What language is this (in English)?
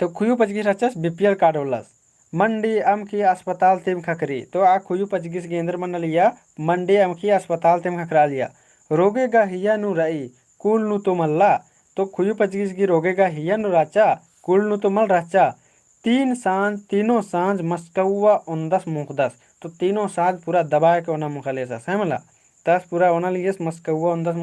Kurukh